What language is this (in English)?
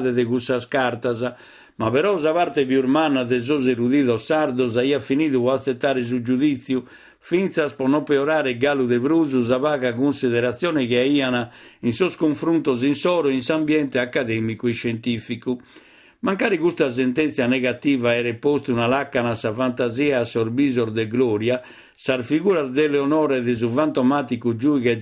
Sardinian